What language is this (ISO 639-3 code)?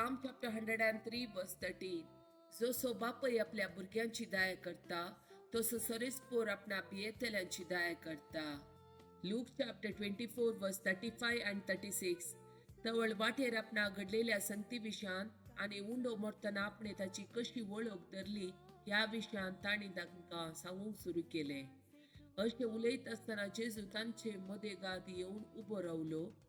kok